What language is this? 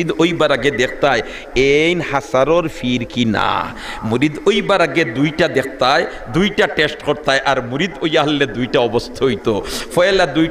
Sylheti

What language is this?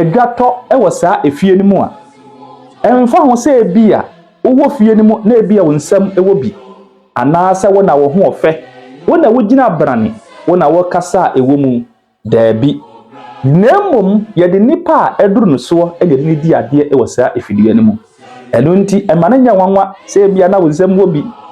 Akan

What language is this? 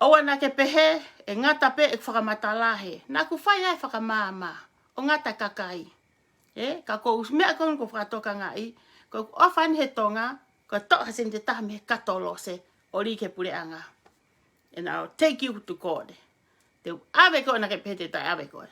Tongan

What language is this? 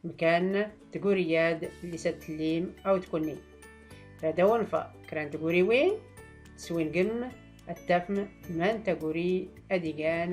Tachelhit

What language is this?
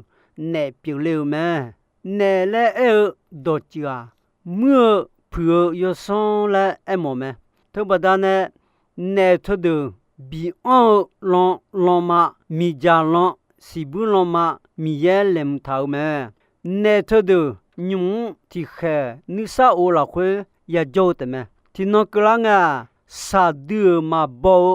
Akha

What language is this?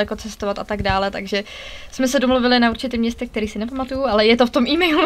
Czech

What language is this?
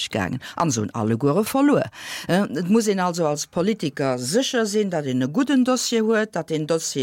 Luxembourgish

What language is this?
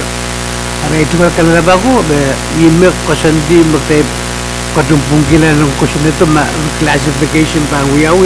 Pohnpeian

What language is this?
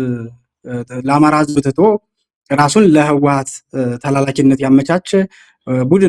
Amharic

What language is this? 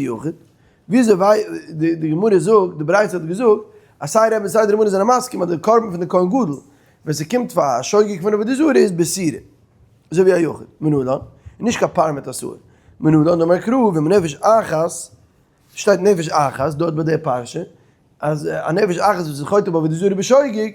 Yiddish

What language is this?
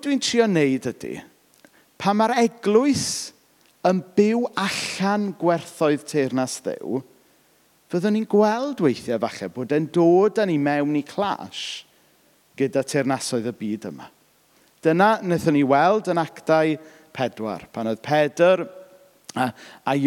Welsh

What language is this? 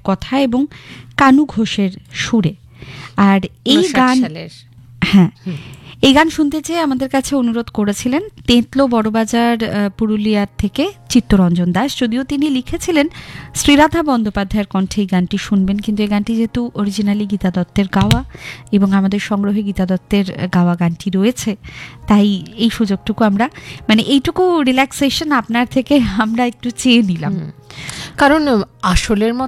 Bangla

